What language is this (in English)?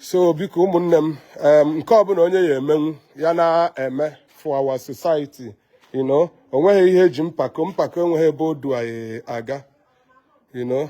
Igbo